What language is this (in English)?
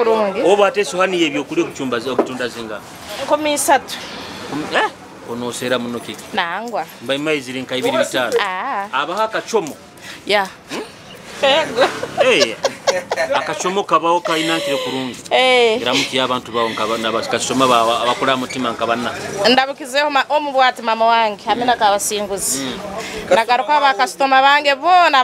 Nyoro